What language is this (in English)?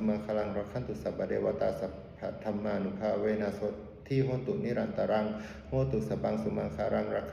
Pali